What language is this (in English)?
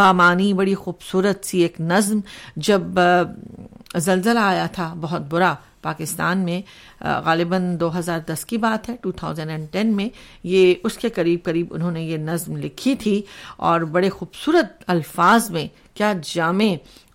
Urdu